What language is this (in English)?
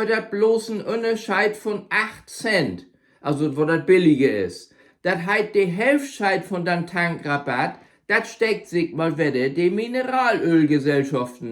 Low German